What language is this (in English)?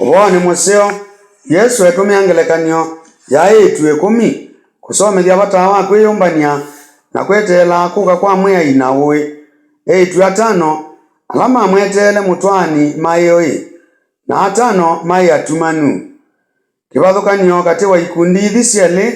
Kamba